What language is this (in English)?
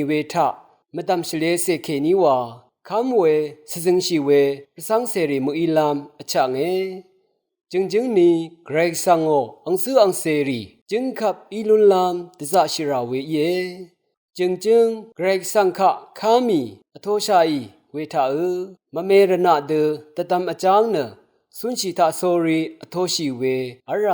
Rawang